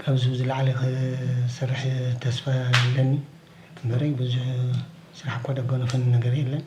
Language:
Tigrinya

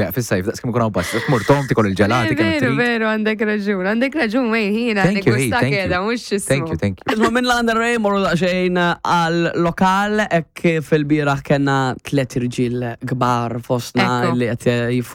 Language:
Maltese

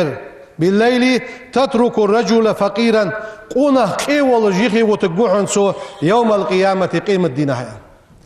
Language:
Ingush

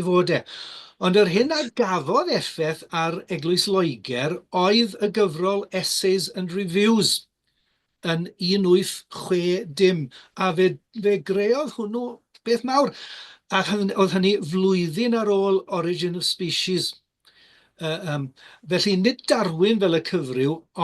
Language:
Welsh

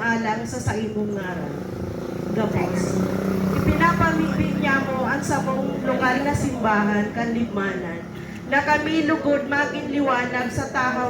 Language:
Bikol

